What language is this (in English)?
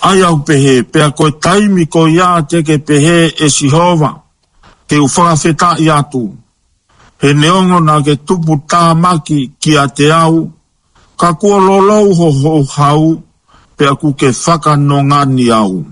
Tongan